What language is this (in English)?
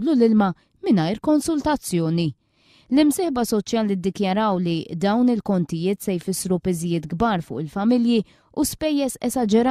Maltese